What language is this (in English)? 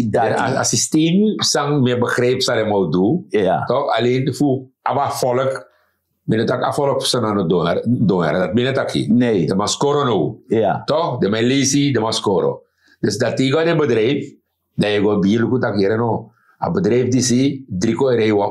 Sranan Tongo